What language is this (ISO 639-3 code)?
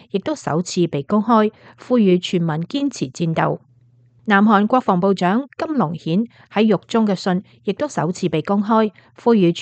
yue